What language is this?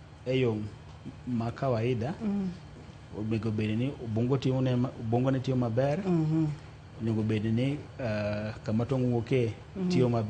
Luo (Kenya and Tanzania)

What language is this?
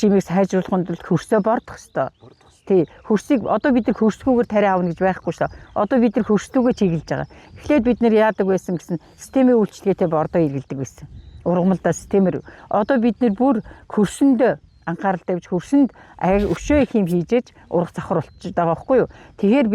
Mongolian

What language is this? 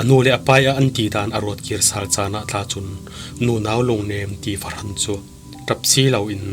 Falam Chin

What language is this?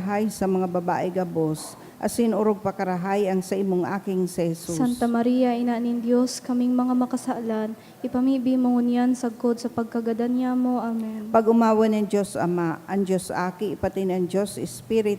Bikol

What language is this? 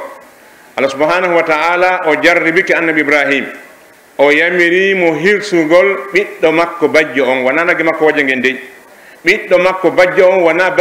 Pular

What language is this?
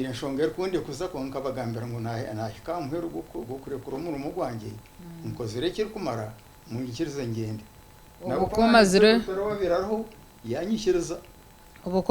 Nyankole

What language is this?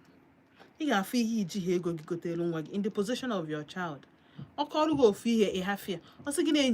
Igbo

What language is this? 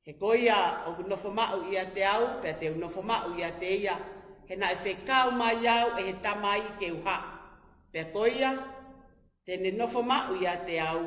Tongan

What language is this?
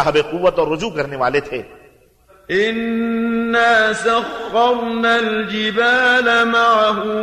Urdu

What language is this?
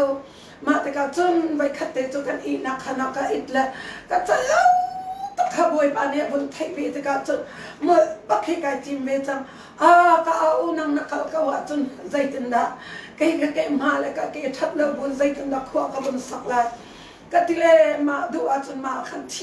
Hakha Chin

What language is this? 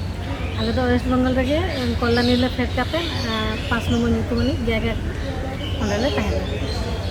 Santali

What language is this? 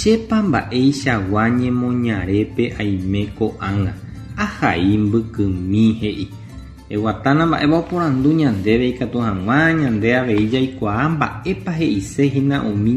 Guarani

